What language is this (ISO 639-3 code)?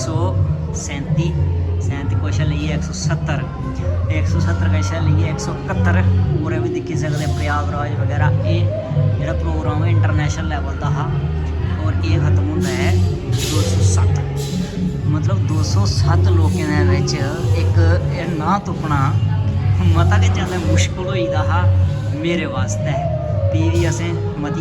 doi